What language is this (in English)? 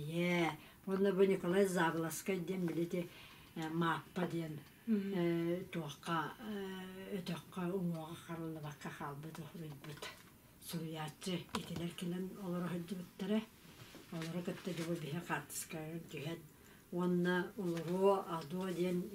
Yakut